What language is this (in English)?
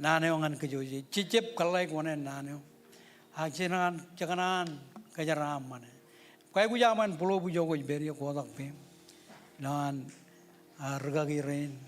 Marshallese